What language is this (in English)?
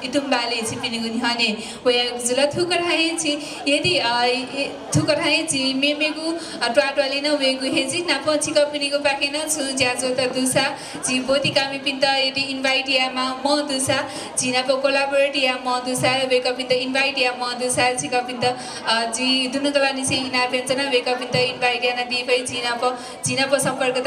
Newari